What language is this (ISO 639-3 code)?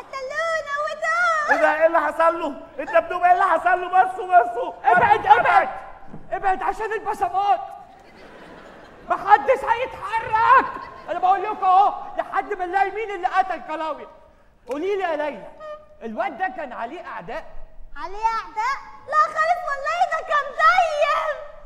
arz